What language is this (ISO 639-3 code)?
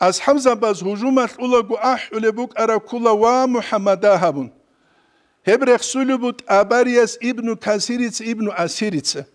ava